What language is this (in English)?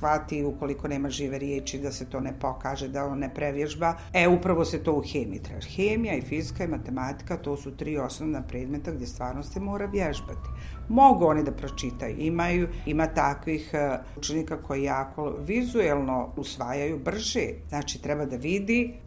Bosnian